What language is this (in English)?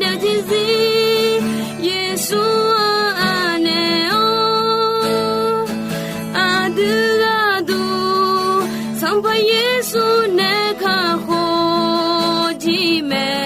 Akha